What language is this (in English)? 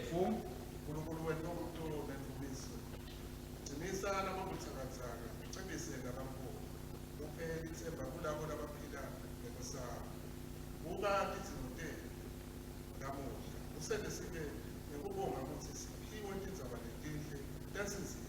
Swati